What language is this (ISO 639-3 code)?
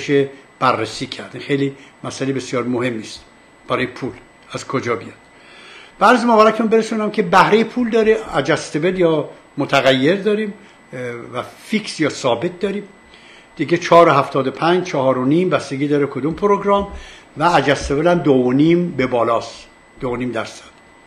fas